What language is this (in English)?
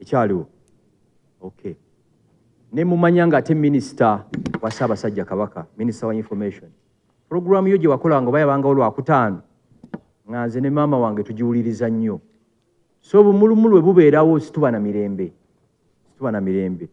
Ganda